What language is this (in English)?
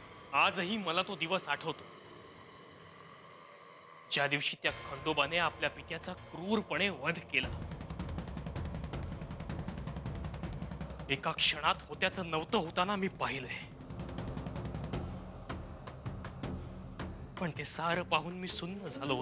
Marathi